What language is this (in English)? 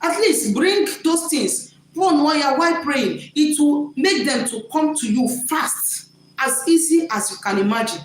Igbo